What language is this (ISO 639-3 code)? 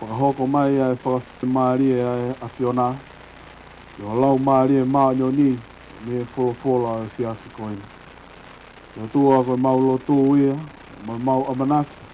ton